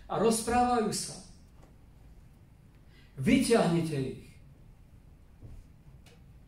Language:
Slovak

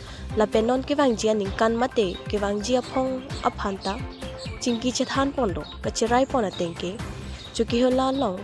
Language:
Karbi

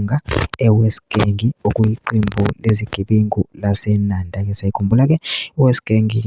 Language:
Zulu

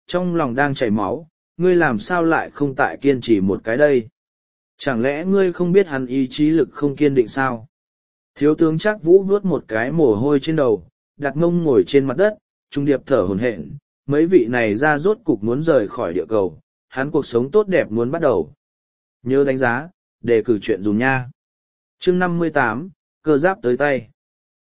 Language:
Vietnamese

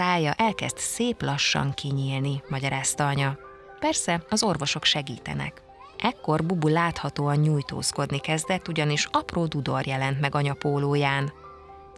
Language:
Hungarian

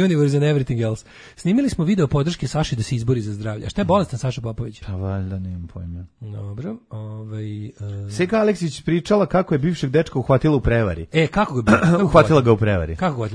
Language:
Serbian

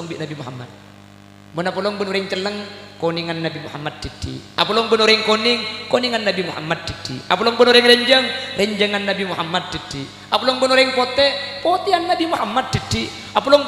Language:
Madurese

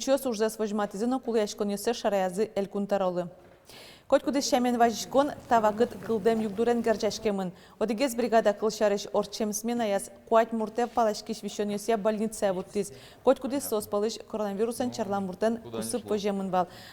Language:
Udmurt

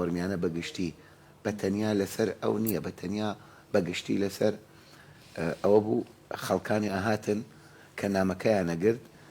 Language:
Central Kurdish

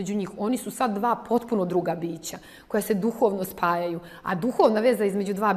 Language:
Serbian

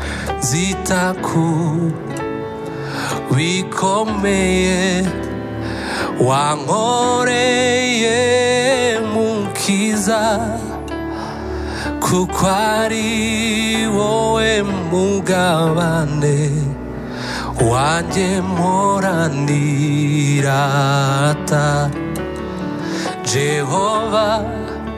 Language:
Kinyarwanda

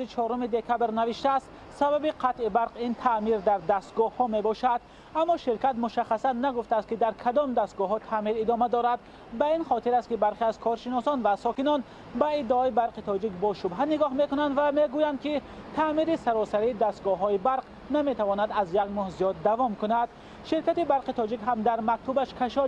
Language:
Tajik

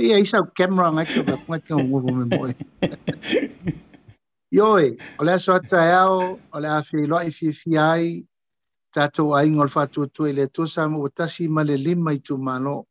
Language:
Samoan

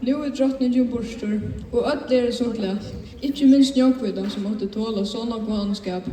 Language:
Faroese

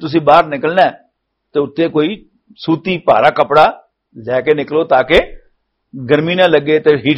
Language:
Western Panjabi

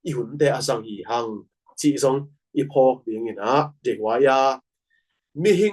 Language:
Tedim Chin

